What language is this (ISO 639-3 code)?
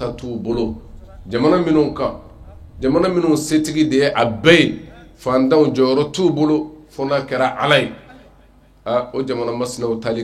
bam